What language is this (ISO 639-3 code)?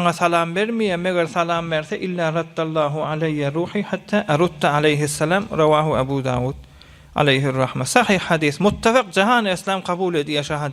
tuk